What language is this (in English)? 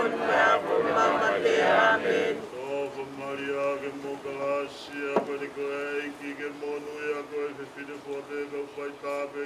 Tongan